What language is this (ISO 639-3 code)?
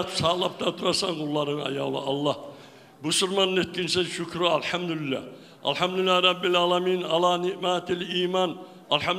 kum